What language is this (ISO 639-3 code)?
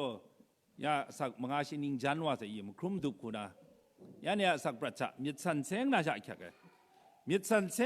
kac